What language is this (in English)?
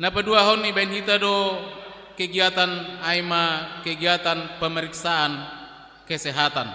Batak Simalungun